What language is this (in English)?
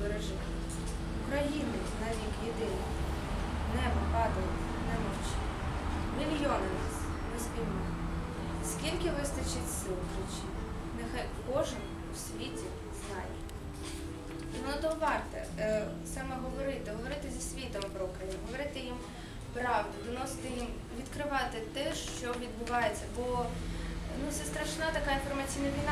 Ukrainian